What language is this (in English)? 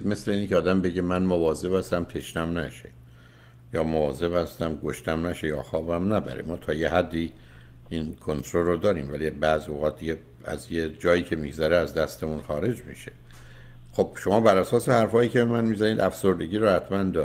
Persian